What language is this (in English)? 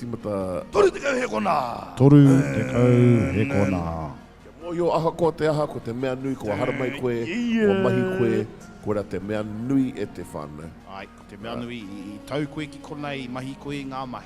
Māori